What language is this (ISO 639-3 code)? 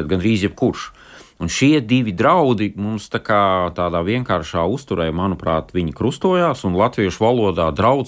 lav